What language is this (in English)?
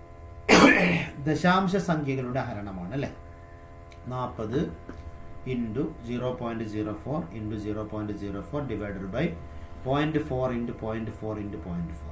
Malayalam